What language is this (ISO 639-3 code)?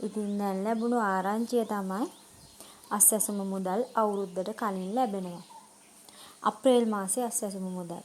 sin